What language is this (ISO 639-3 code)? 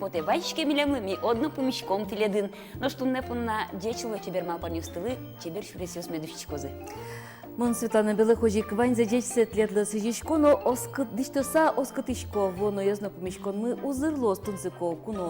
udm